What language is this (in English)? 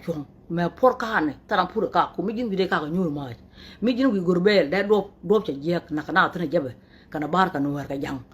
Nuer